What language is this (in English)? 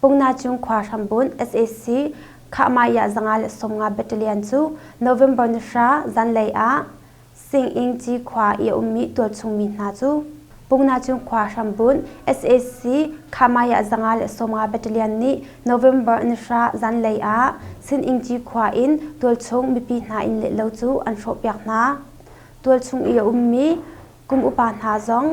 Hakha Chin